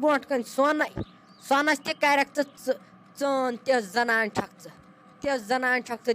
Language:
Kashmiri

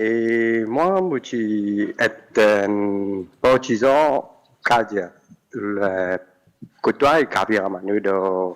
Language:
Morisyen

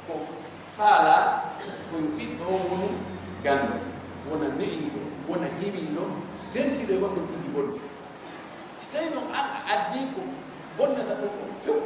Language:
Pular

